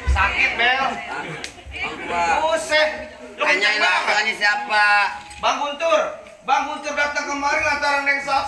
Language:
Betawi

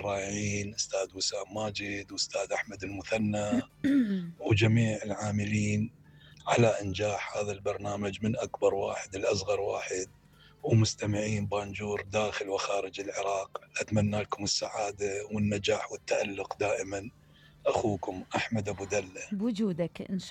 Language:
Mesopotamian Arabic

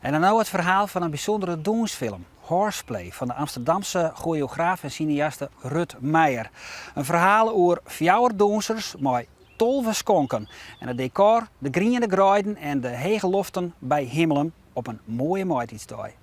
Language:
Western Frisian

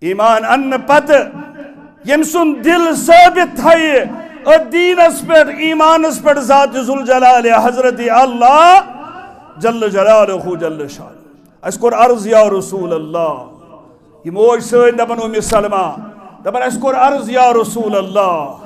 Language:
Kashmiri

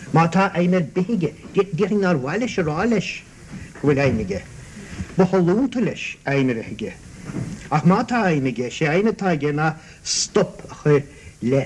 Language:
Irish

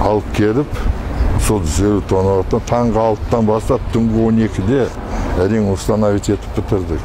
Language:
Kazakh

